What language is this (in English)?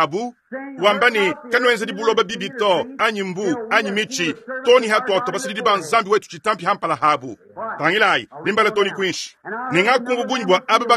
Luba-Lulua